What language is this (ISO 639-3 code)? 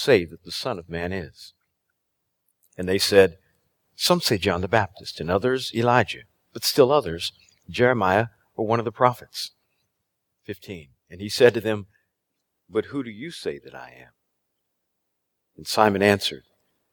eng